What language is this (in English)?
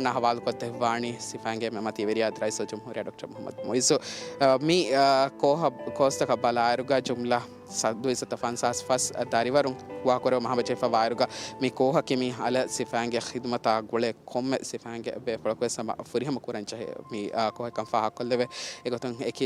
Divehi